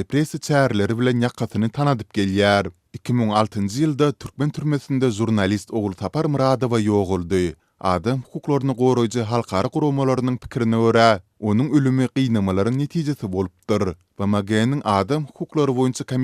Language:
Turkmen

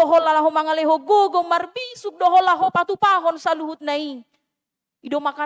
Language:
Batak Toba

